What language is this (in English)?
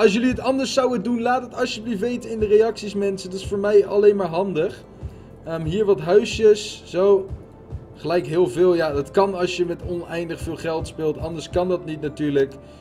Dutch